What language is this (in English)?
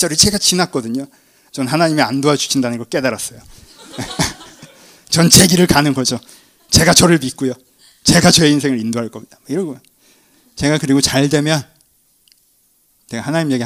Korean